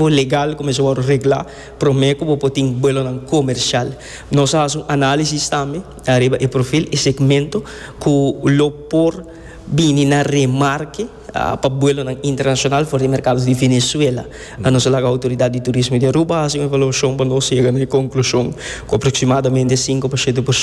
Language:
Papiamento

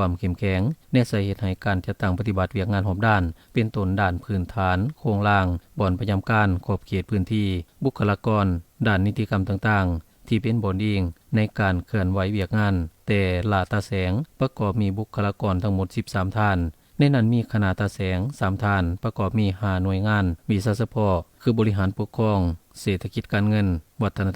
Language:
Lao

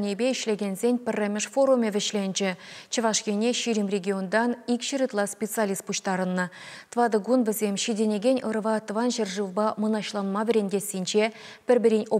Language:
Chuvash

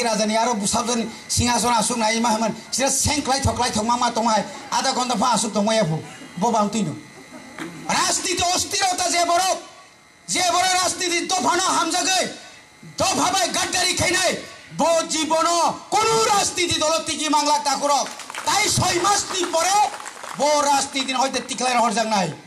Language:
Kok Borok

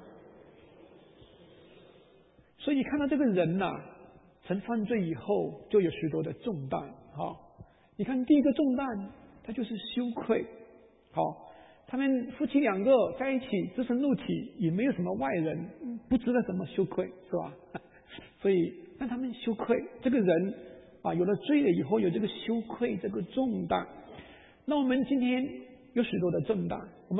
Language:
Chinese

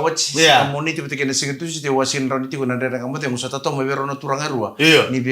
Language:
Fijian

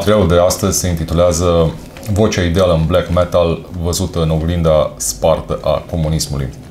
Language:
Romanian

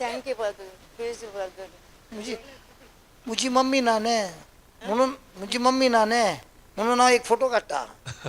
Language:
Konkani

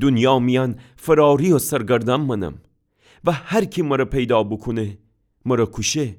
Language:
Gilaki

